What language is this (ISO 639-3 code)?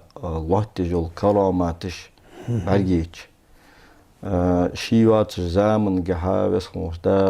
inh